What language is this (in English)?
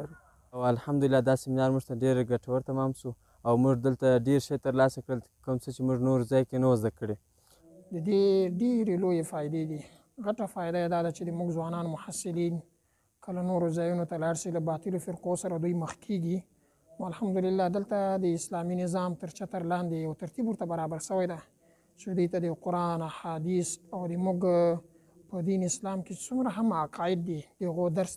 Pashto